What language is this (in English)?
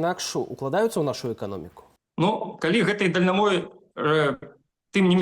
Belarusian